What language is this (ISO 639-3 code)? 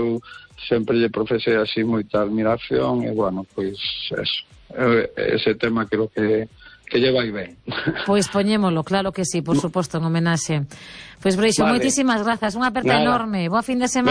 glg